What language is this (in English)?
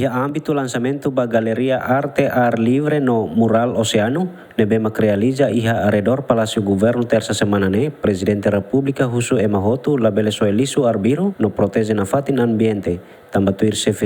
Tetum